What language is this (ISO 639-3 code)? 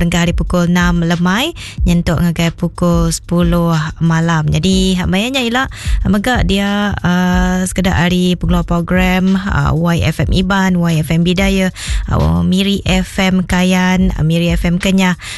iba